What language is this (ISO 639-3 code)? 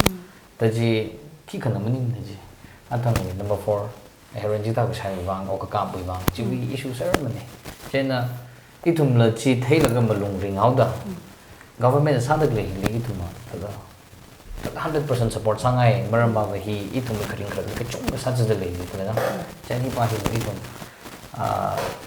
nmf